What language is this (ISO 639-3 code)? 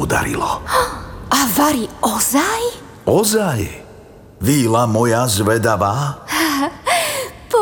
slk